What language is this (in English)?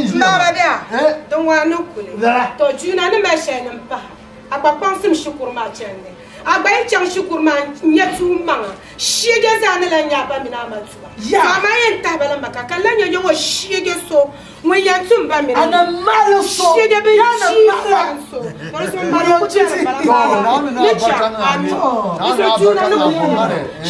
Dagbani